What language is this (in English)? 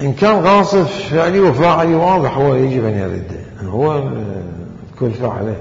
Mesopotamian Arabic